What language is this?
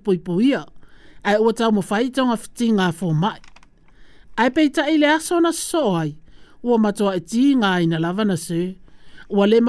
Samoan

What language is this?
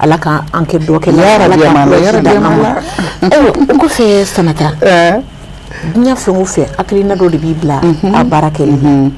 Bambara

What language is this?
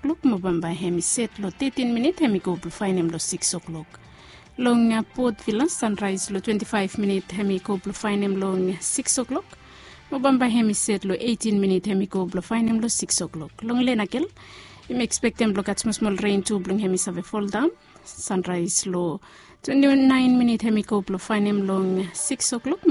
Bislama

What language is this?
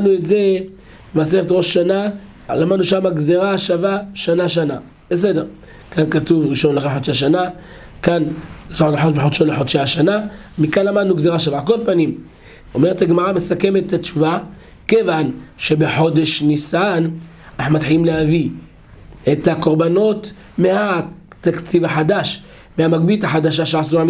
Hebrew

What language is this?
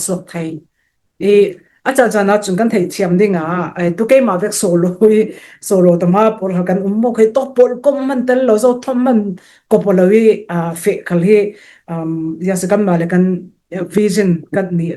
Falam Chin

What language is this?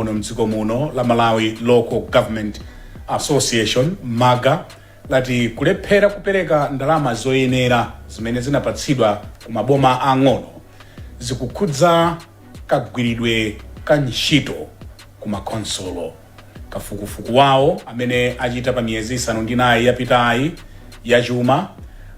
Nyanja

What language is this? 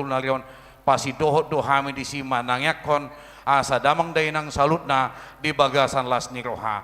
Batak Toba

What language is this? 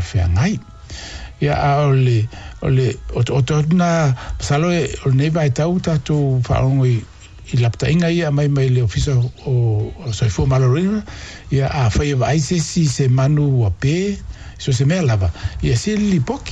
Samoan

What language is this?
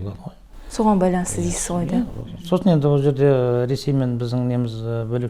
Kazakh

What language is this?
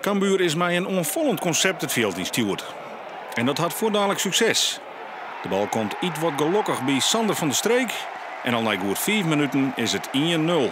Western Frisian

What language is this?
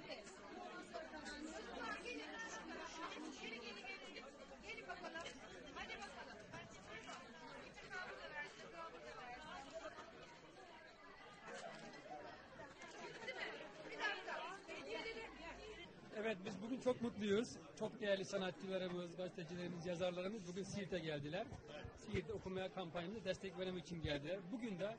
Turkish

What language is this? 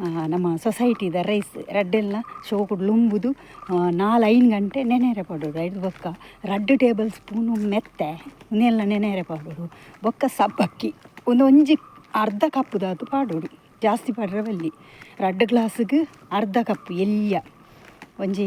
Tulu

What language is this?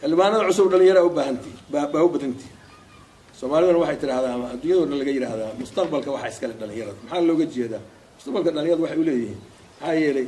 Somali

